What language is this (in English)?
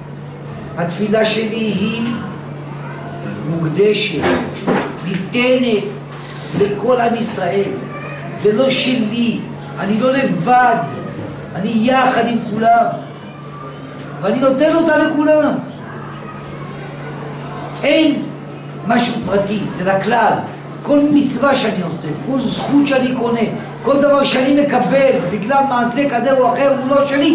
Hebrew